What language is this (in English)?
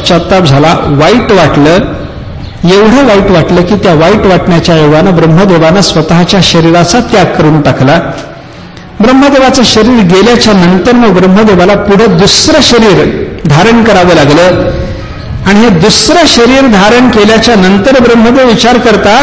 Marathi